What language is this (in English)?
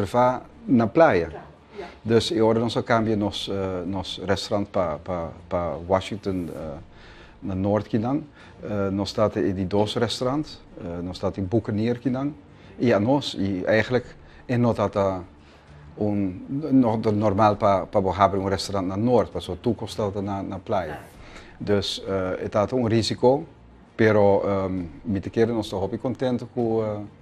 Papiamento